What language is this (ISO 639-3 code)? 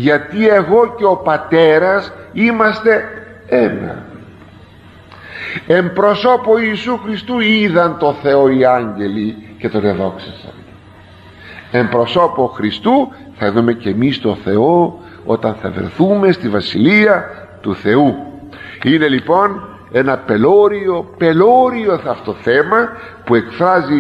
ell